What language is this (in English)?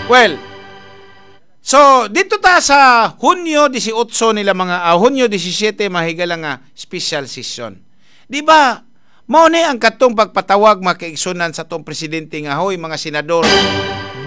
Cebuano